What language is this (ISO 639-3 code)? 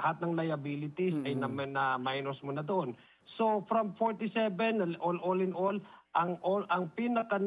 fil